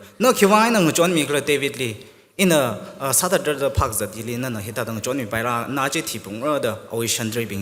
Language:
Tangkhul Naga (India)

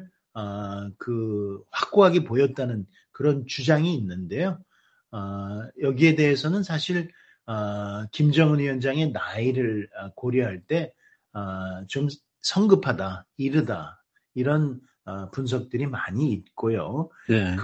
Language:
Korean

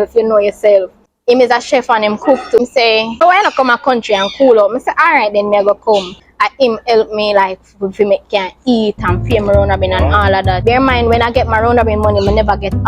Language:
Jamaican Creole English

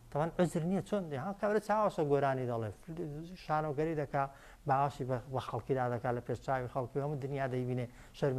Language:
Central Kurdish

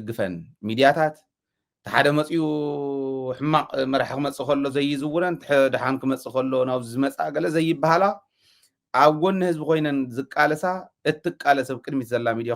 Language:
Tigrinya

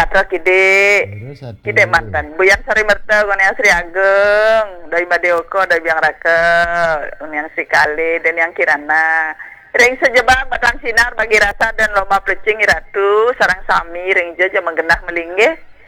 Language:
Balinese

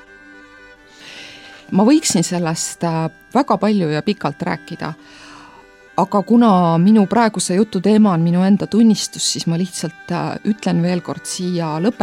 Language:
Estonian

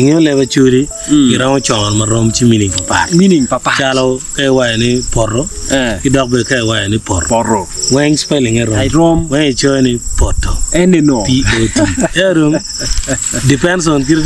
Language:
Acoli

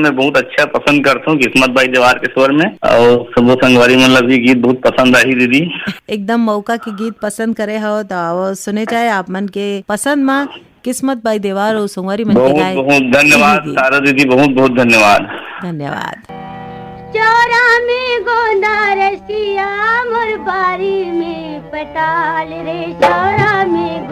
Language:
Chhattisgarhi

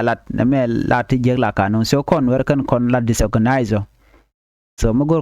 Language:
Nuer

